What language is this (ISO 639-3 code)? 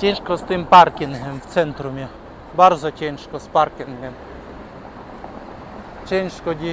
pol